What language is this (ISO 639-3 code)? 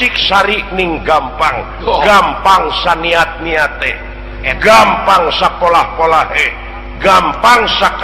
sun